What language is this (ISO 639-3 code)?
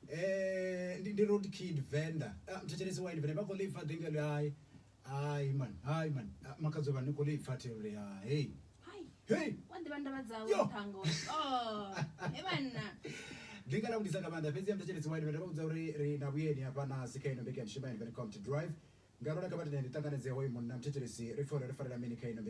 ven